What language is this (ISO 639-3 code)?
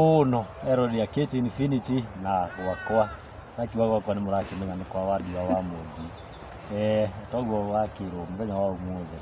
kik